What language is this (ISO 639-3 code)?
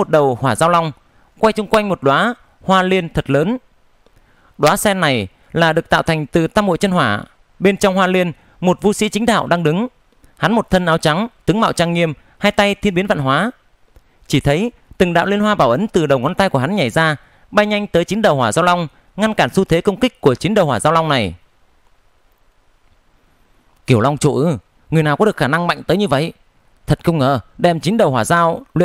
vie